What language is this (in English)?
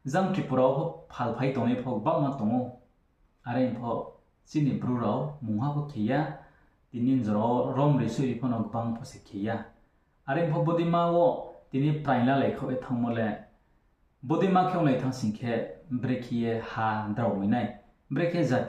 Riang (India)